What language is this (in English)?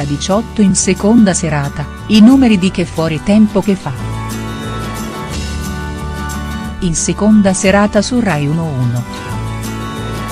Italian